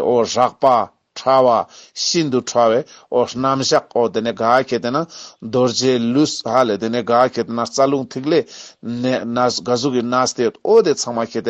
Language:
Ladakhi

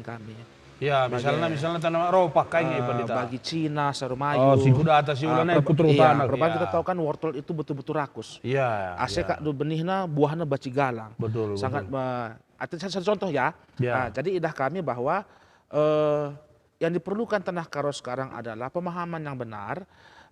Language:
Batak Karo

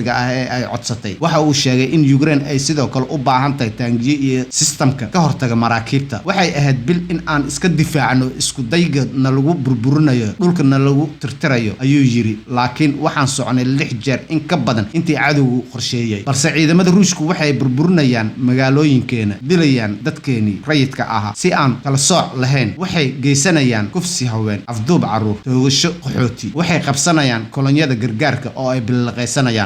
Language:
Somali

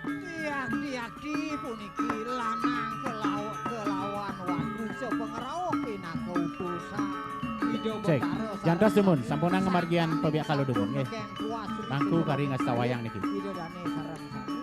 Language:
Balinese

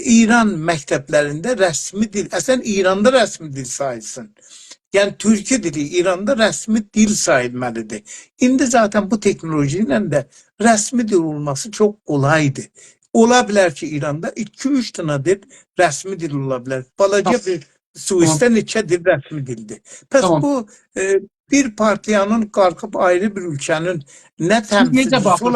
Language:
South Azerbaijani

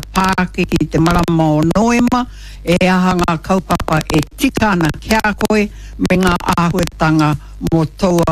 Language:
Māori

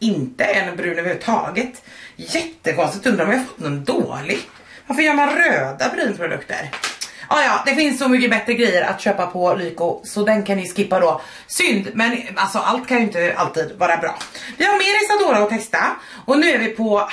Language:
Swedish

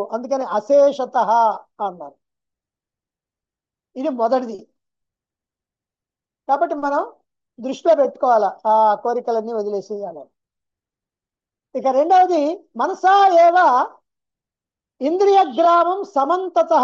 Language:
Telugu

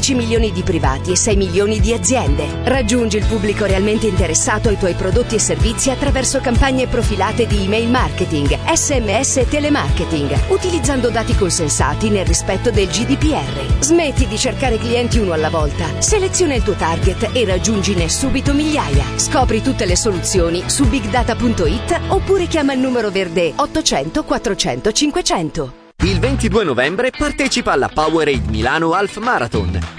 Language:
Italian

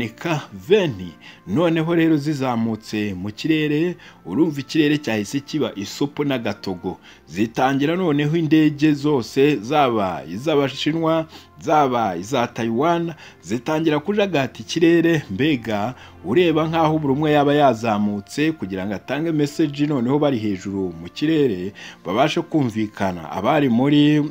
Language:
Kinyarwanda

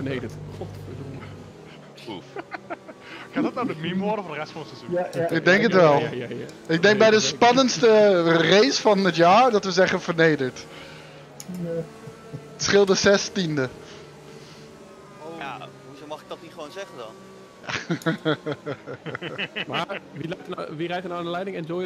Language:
Dutch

